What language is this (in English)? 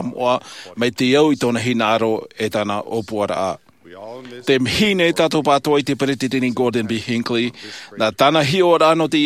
Tahitian